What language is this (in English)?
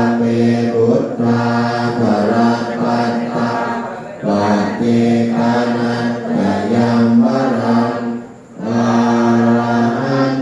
Pali